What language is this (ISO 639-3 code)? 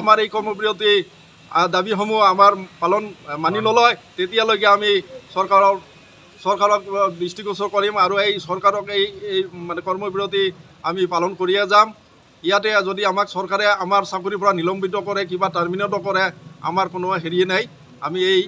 asm